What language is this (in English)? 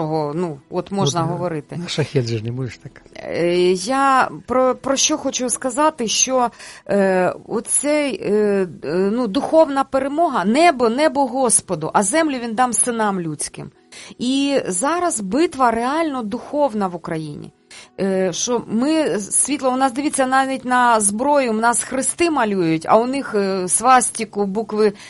Ukrainian